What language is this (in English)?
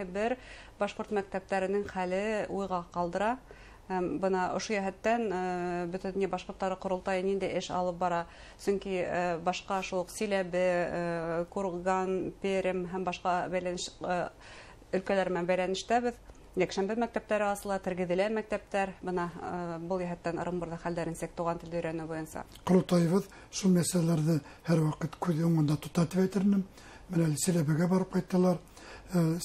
Bashkir